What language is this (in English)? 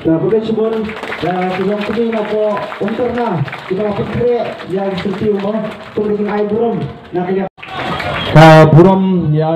Khasi